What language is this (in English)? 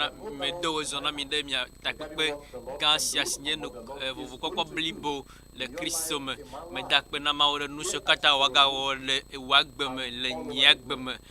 Ewe